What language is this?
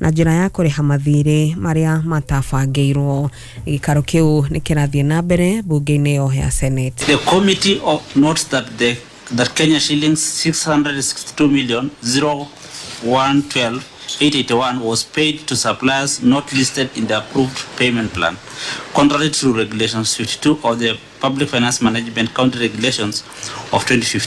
Kikuyu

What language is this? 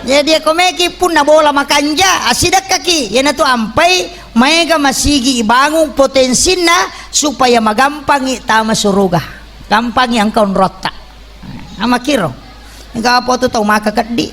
Buginese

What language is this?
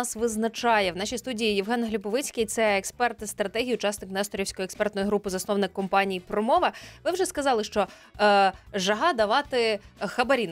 Ukrainian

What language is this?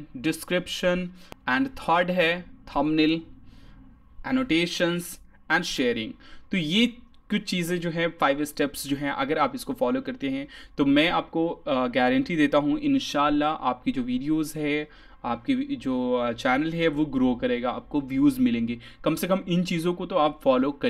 Hindi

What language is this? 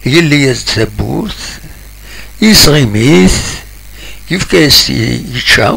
Kabyle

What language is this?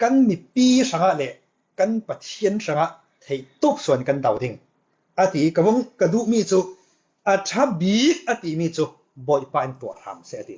Falam Chin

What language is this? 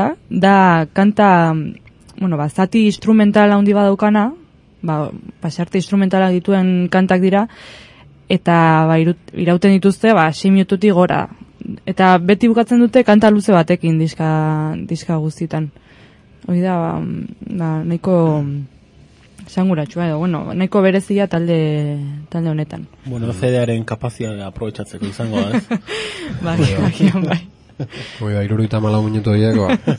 Basque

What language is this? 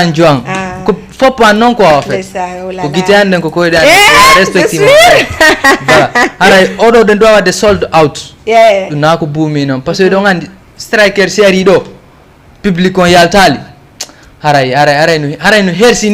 Fula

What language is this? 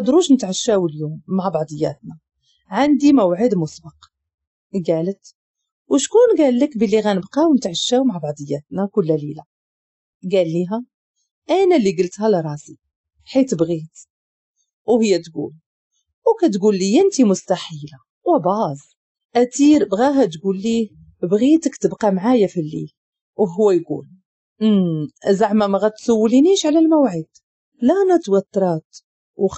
Moroccan Arabic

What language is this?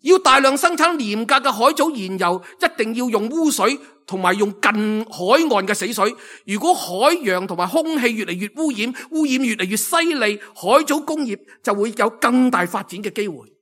Cantonese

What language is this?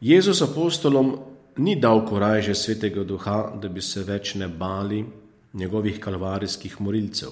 Slovenian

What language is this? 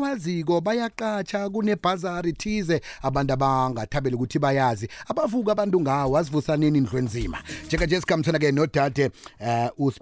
South Ndebele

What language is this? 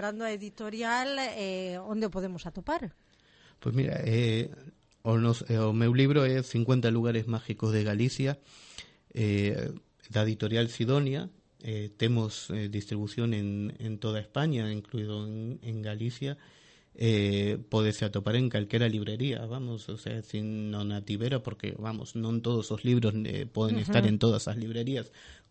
Galician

